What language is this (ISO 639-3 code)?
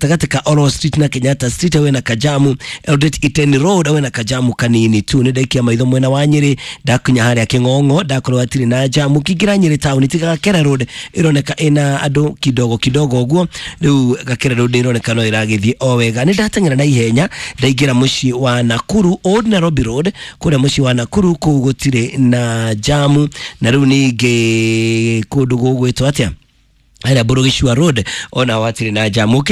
kik